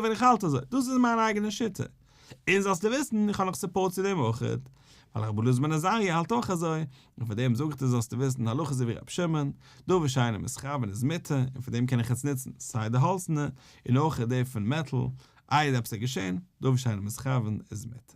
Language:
Yiddish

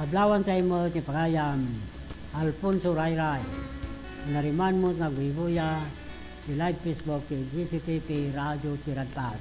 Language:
Iloko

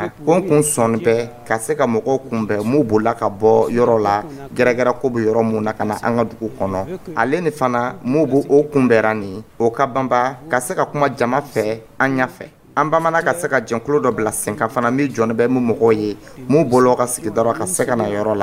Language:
Dyula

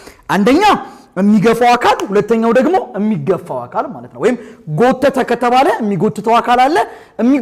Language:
Amharic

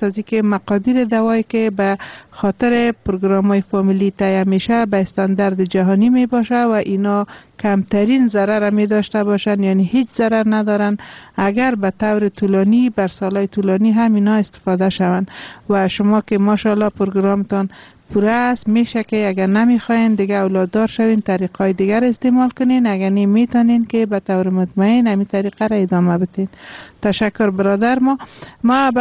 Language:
Persian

